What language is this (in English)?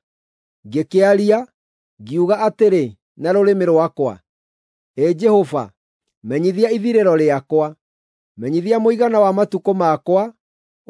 Kikuyu